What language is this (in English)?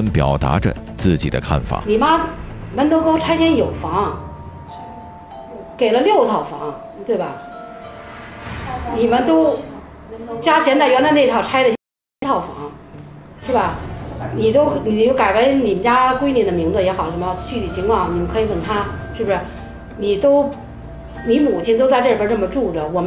Chinese